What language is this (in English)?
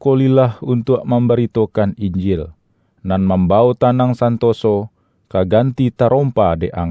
Minangkabau